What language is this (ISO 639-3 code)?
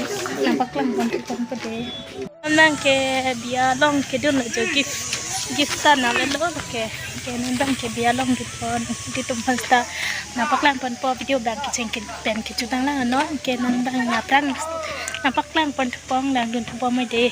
mjw